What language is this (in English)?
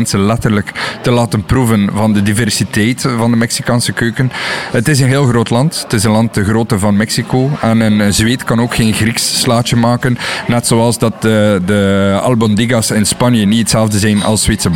Dutch